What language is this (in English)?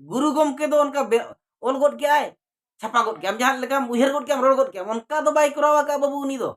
Santali